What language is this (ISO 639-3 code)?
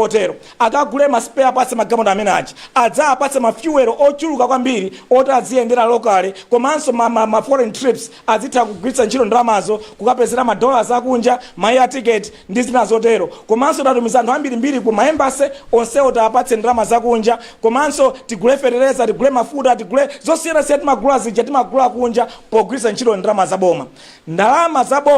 nya